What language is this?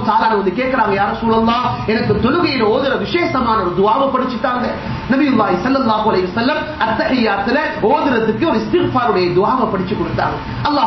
Tamil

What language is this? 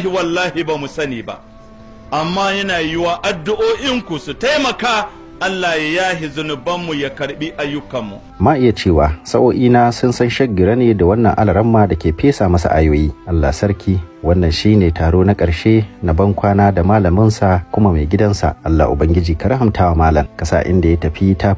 Hausa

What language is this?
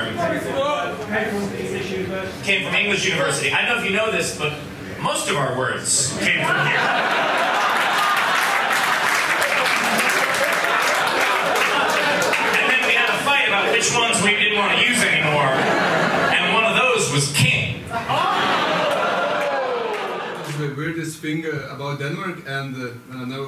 English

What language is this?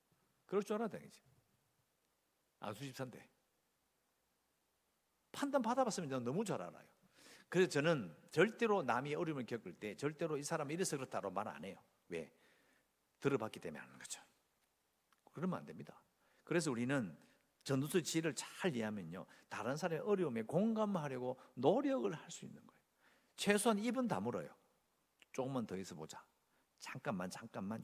Korean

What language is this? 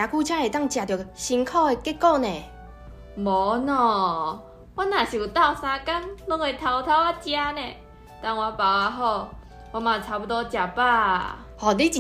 Min Nan Chinese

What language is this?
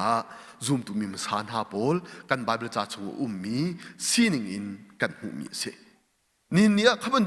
Hakha Chin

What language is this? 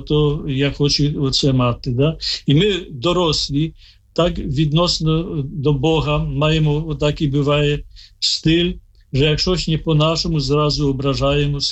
Ukrainian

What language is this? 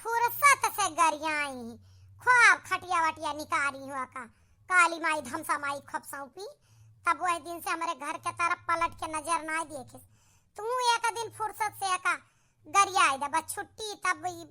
Awadhi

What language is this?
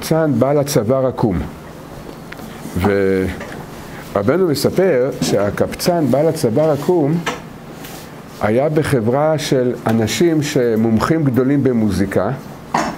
Hebrew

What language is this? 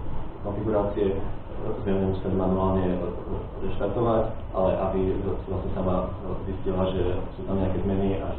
Slovak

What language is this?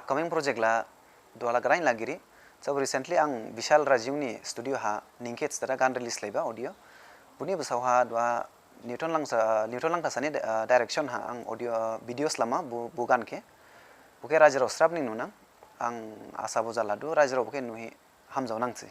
Dimasa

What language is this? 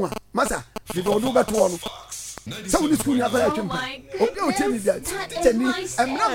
Akan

